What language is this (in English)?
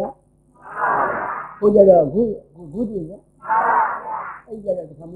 Burmese